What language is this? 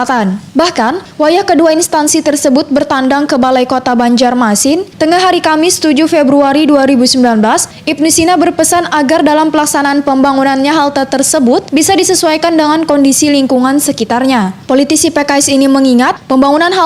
Banjar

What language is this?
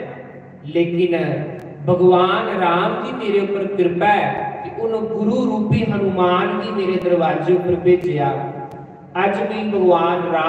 Dogri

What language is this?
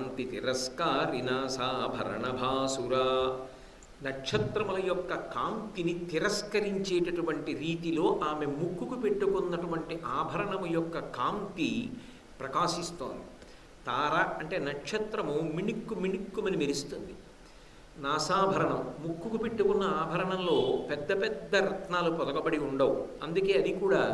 Telugu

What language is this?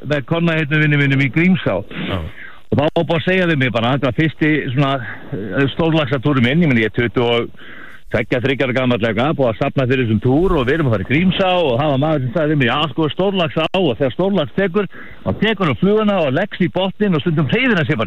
Icelandic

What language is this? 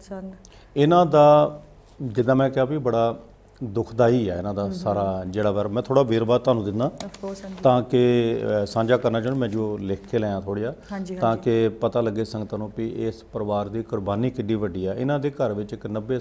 Punjabi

